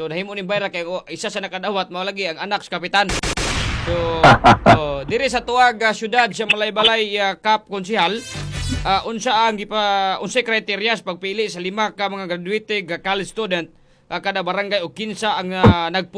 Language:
Cebuano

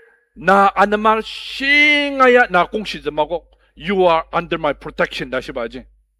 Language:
Ao Naga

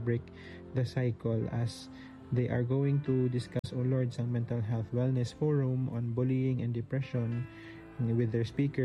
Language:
Hiligaynon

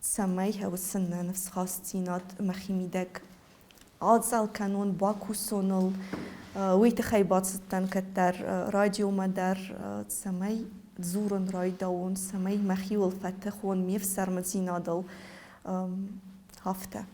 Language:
Ossetic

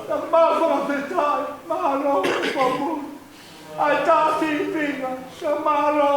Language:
Tongan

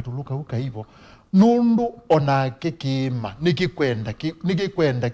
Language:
Kamba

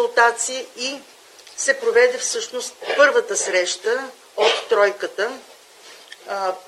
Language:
Bulgarian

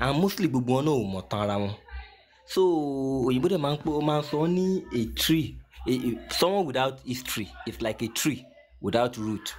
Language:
Yoruba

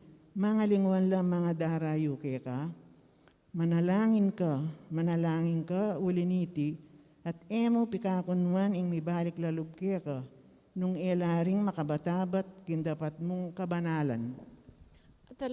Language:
Pampanga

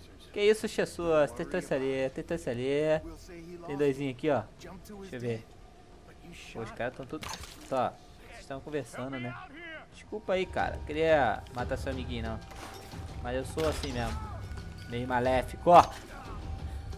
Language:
Portuguese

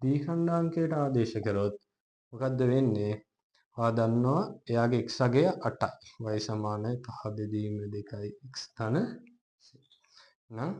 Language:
Sinhala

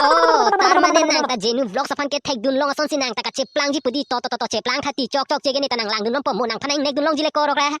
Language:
Karbi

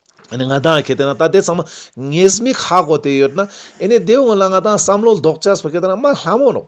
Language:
Ladakhi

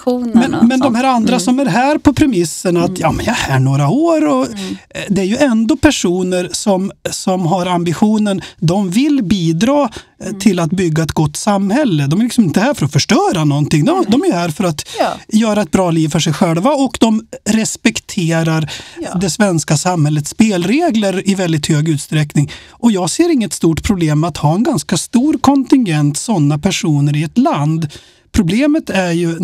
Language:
Swedish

